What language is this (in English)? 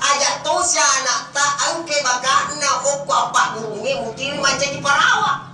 Buginese